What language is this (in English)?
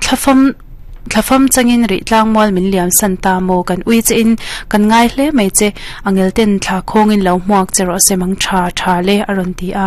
Mizo